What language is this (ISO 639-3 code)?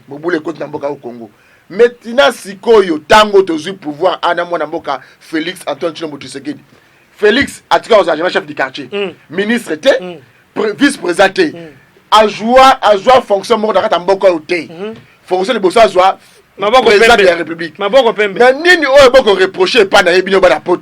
lin